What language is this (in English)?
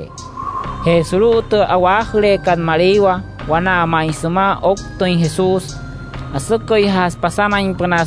Wayuu